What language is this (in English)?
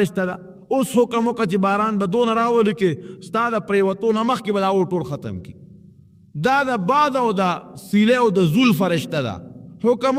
Pashto